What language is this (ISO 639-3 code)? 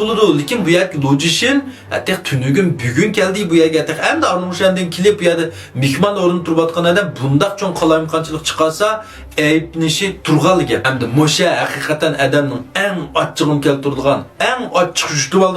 uig